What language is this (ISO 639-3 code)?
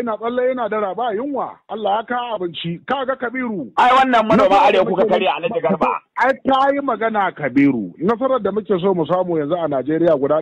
hau